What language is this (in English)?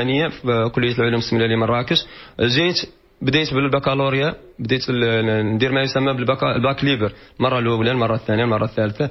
Moroccan Arabic